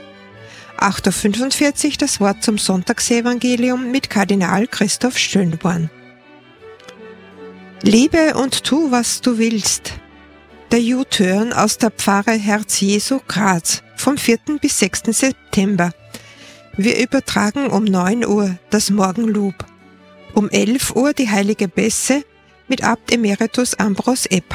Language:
German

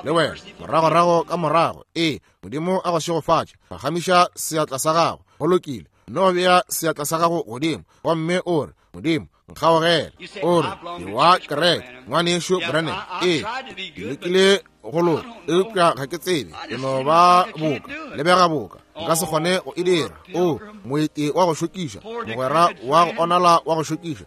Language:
Northern Sotho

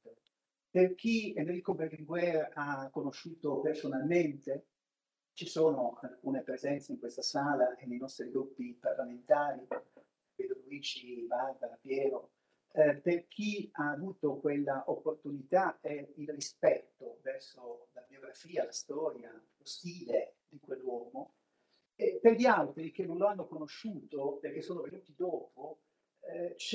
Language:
Italian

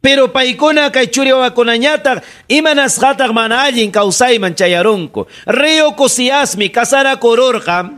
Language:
Ayacucho Quechua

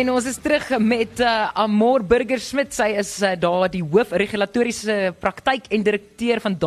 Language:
Afrikaans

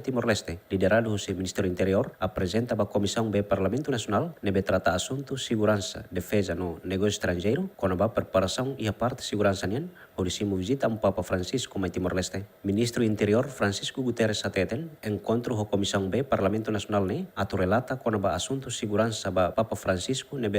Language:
Tetum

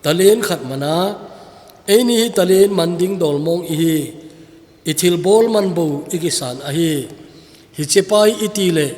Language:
Thado Chin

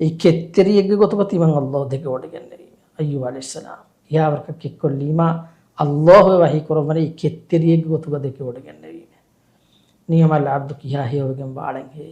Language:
Divehi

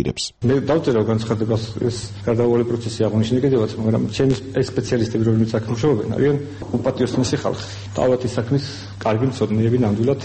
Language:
Georgian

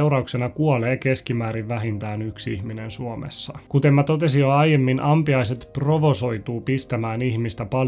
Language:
Finnish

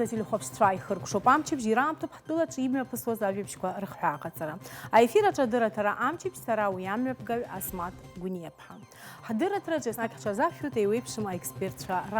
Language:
Abkhazian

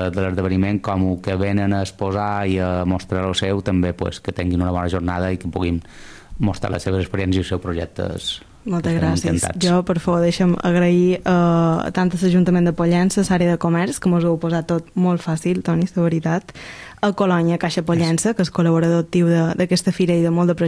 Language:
Catalan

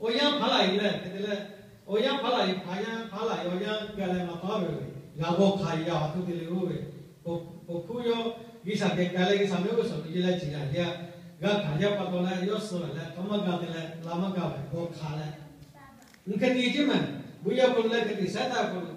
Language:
Lahu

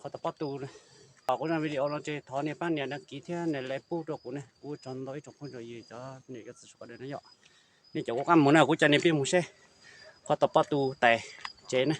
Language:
Hmong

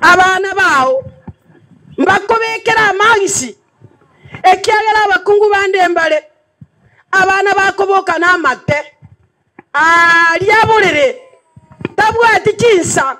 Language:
Gusii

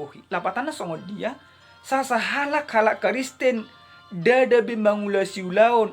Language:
Batak Toba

